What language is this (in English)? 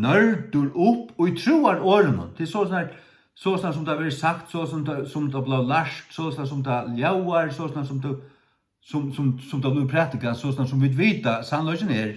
Faroese